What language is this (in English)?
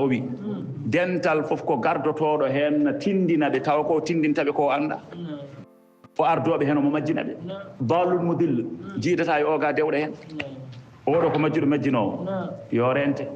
Fula